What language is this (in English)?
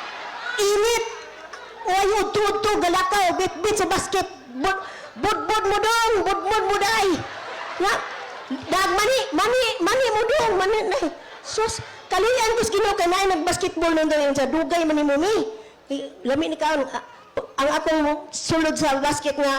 Cebuano